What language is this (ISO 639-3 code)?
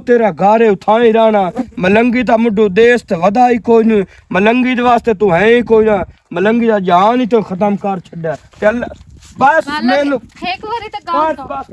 lah